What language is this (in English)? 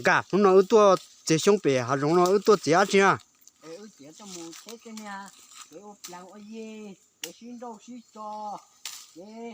Hmong